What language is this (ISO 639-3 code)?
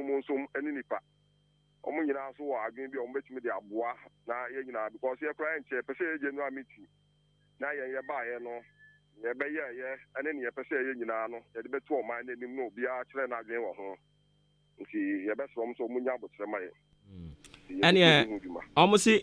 aka